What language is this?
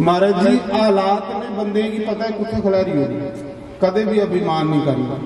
Dogri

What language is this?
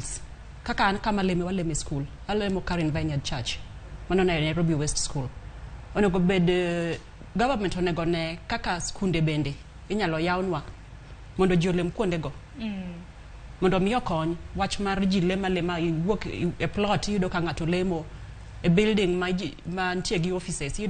Luo (Kenya and Tanzania)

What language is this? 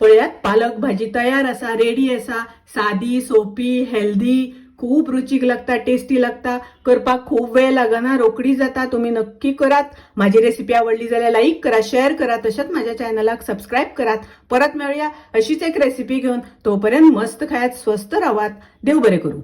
Konkani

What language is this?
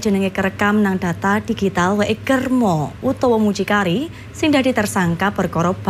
Javanese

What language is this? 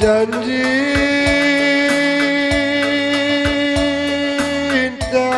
Batak Karo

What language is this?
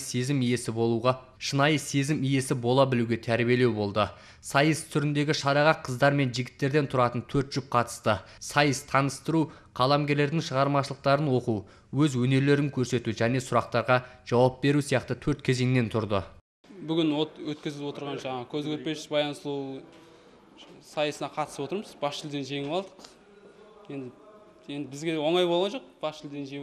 Kazakh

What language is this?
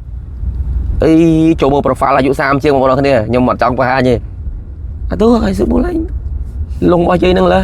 Khmer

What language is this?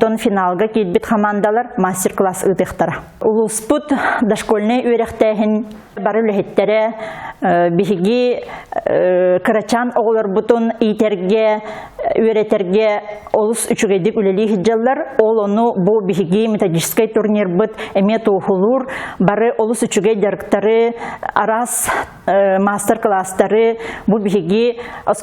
Yakut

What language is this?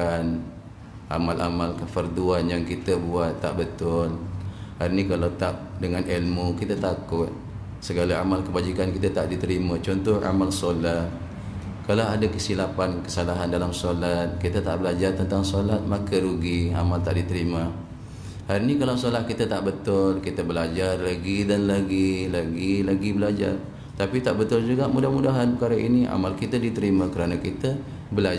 Malay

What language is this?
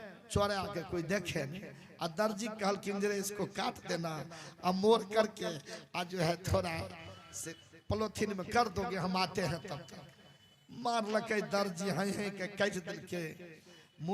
Maithili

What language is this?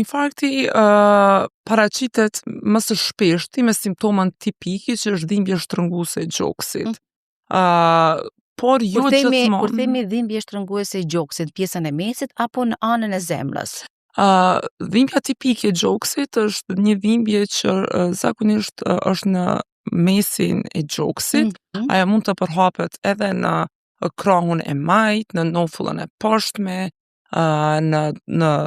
Albanian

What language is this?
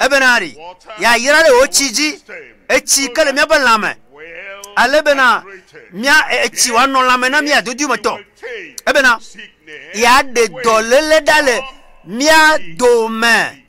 Ewe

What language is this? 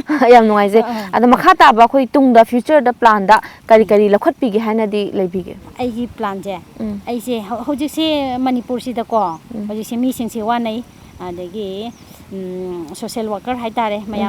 Manipuri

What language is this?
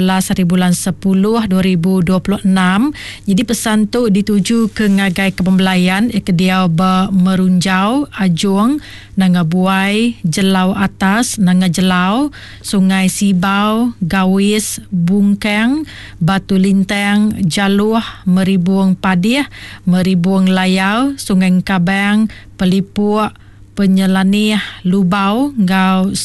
Iban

